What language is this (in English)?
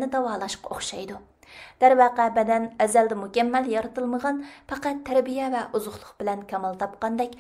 Uyghur